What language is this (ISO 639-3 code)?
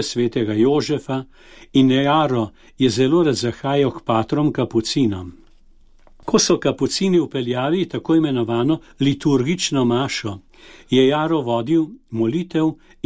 slv